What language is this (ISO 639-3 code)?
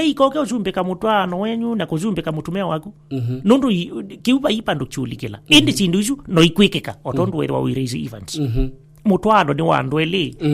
kam